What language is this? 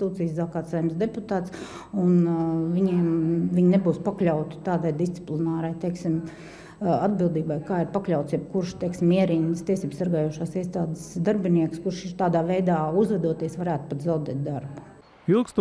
Latvian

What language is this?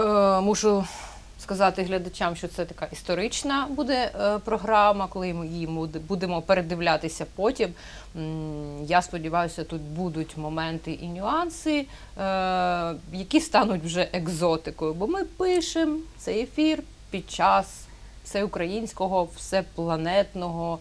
Ukrainian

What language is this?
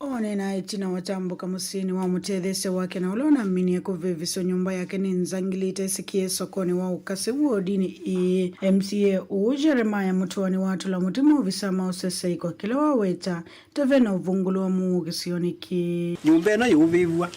Kamba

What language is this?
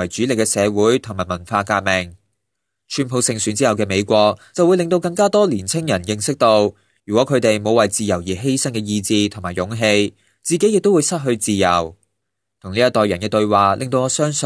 Cantonese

